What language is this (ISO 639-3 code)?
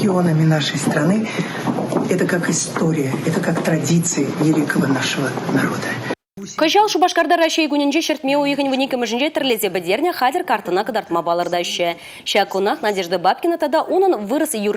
chv